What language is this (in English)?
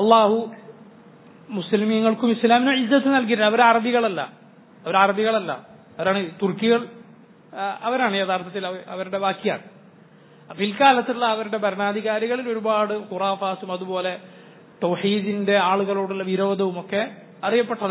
Malayalam